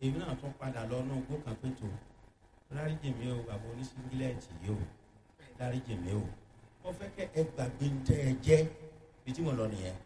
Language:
Yoruba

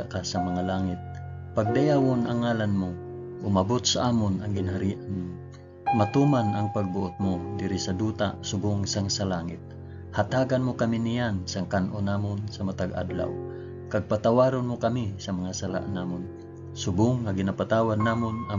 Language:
Hiligaynon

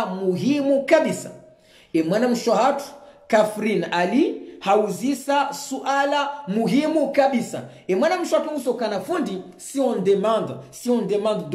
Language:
Swahili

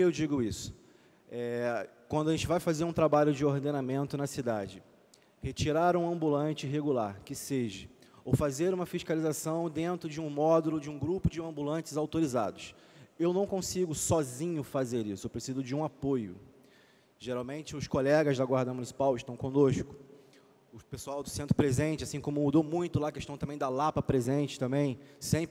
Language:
Portuguese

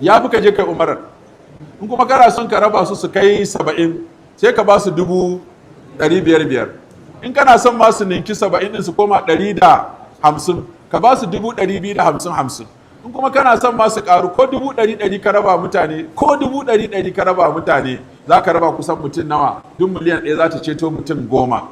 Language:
Hausa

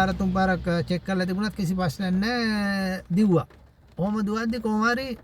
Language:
Sinhala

